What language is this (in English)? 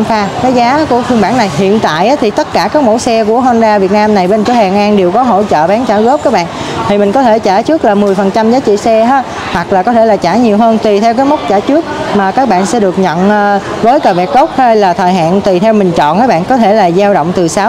Vietnamese